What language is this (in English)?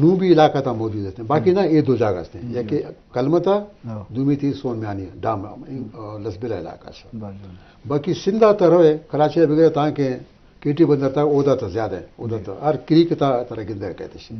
Eastern Balochi